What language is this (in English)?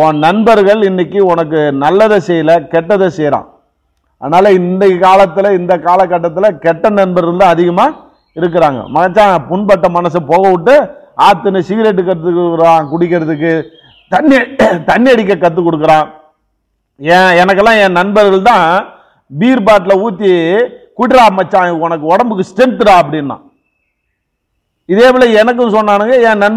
Tamil